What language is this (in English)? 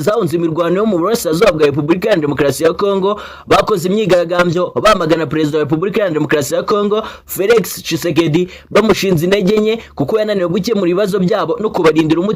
Kinyarwanda